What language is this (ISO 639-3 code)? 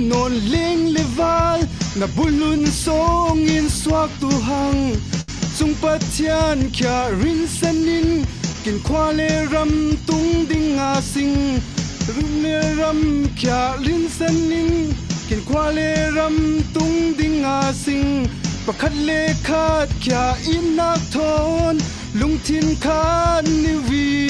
cfm